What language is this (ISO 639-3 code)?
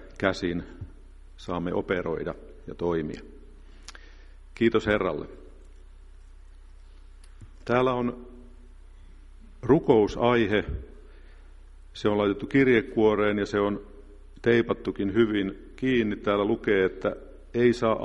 fin